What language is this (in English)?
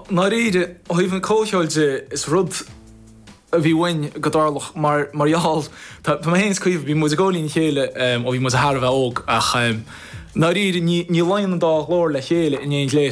Irish